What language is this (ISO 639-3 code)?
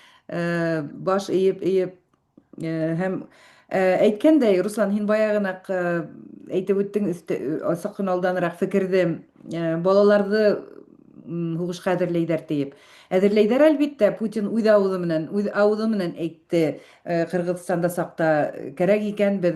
bak